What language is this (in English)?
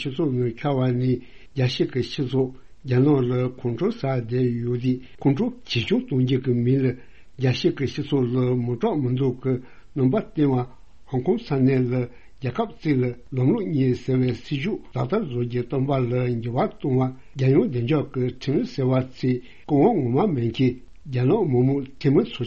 Tibetan